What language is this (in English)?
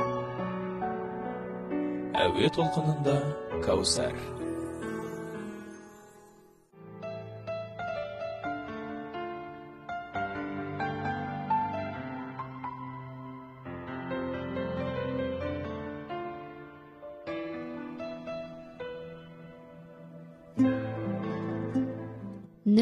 Kazakh